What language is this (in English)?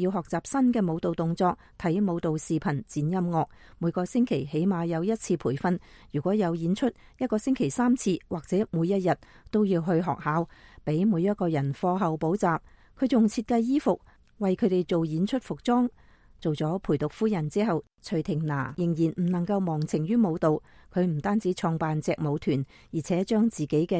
Cantonese